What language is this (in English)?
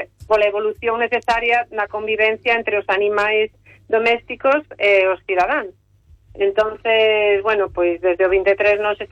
Galician